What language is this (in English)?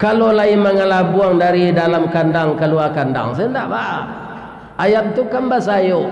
Minangkabau